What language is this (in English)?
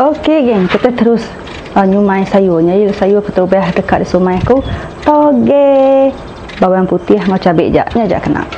Iban